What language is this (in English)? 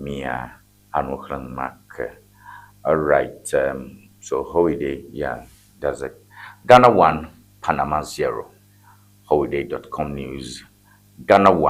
Ewe